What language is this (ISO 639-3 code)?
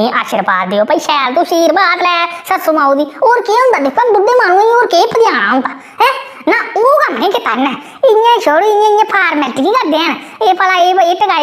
doi